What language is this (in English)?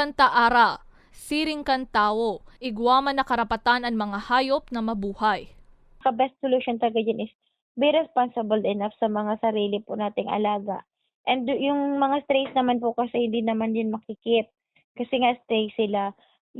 Bikol